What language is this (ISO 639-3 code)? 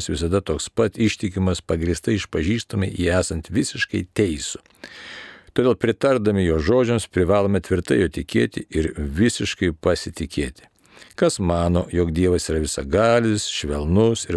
lit